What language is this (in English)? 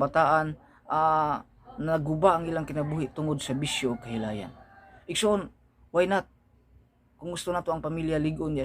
Cebuano